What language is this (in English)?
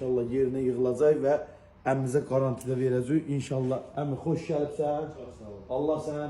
Azerbaijani